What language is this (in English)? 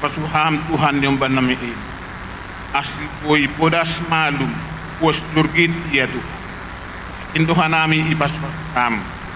Batak Simalungun